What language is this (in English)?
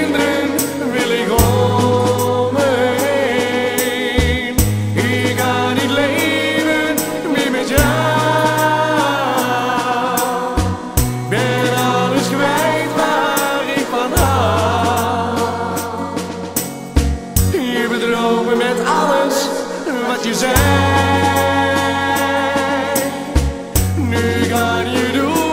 Dutch